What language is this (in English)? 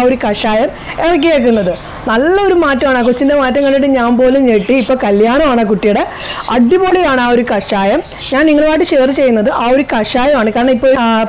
Malayalam